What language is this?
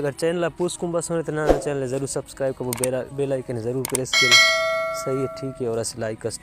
Brahui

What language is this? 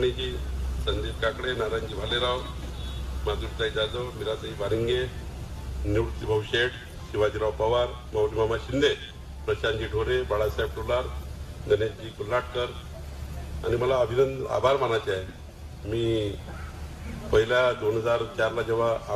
Marathi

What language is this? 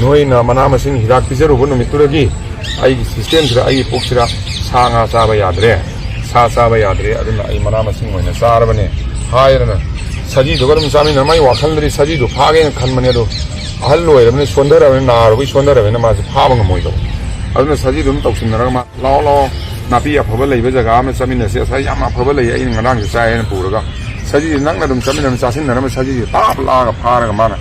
Manipuri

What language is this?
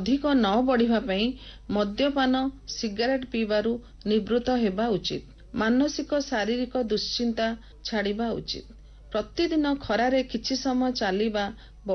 Odia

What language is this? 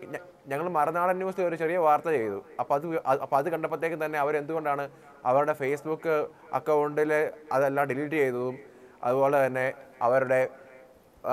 Malayalam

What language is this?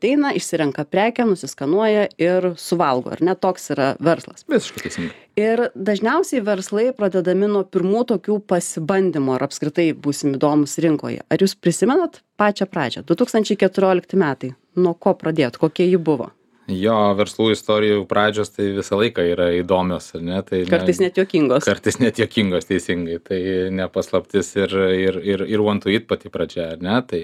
Lithuanian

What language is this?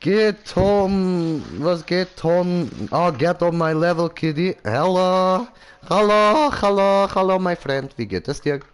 Swiss German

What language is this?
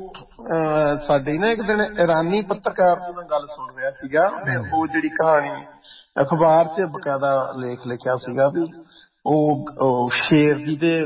Punjabi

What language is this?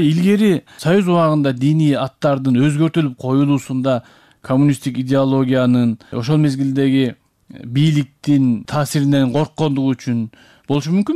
Kyrgyz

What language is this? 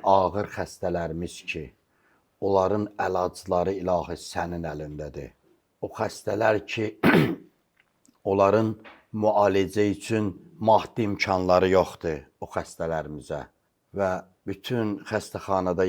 Azerbaijani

